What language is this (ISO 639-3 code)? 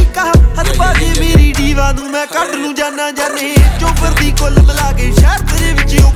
pan